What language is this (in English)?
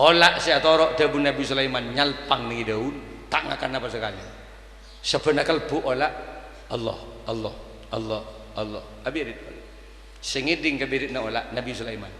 Madurese